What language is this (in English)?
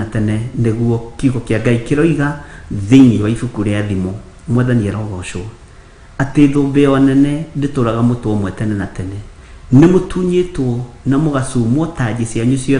Kikuyu